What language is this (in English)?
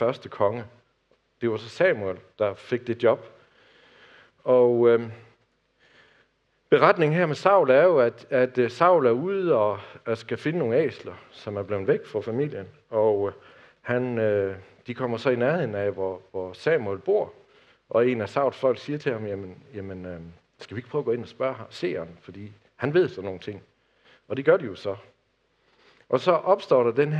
Danish